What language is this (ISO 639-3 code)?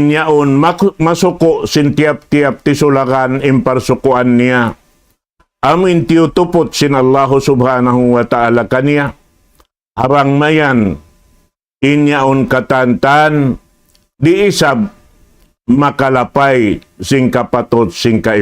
tsg